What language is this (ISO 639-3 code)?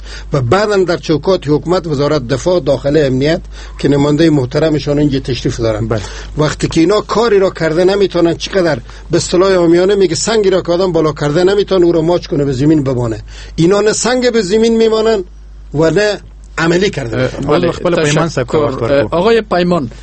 fas